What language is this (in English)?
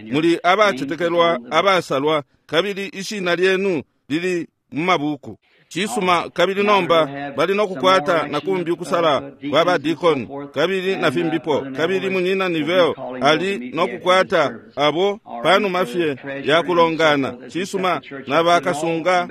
Bemba